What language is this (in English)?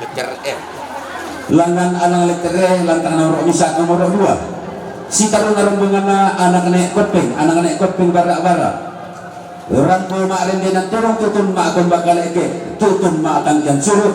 Toraja-Sa'dan